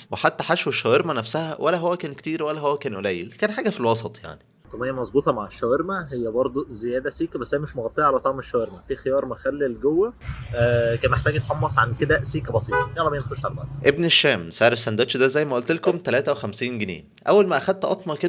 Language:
Egyptian Arabic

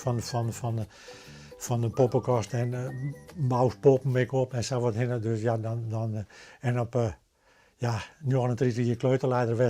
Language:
Western Frisian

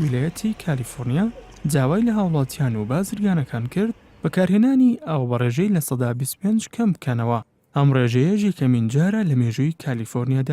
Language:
Central Kurdish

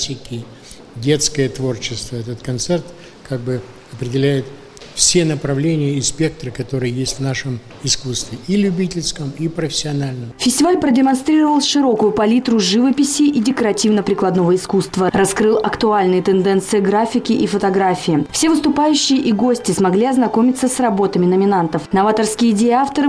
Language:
Russian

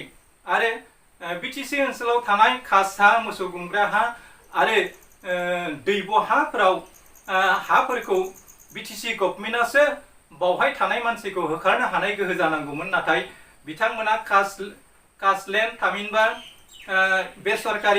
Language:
Bodo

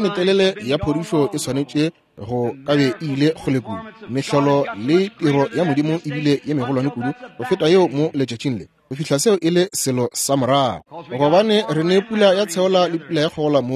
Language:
Northern Sotho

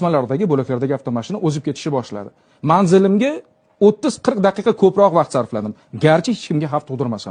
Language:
Uzbek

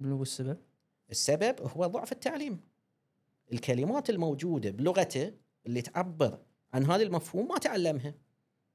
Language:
Gulf Arabic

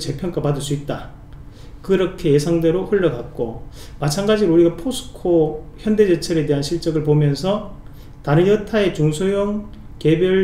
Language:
Korean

